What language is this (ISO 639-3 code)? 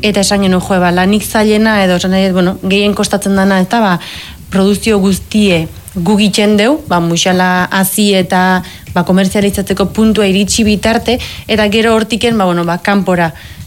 eus